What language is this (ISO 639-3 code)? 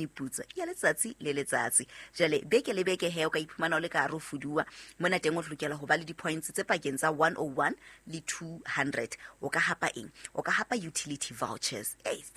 sot